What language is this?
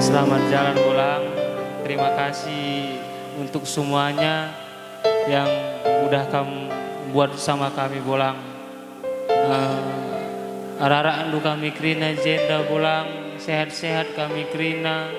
Batak Karo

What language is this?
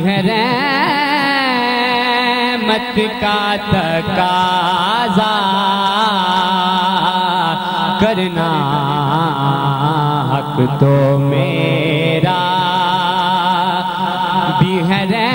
Urdu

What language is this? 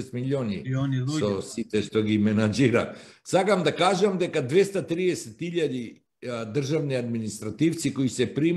Macedonian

